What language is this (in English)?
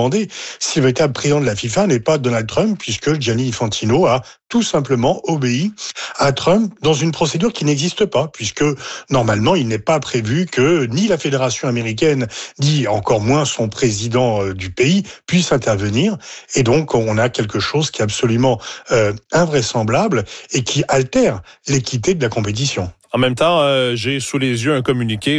French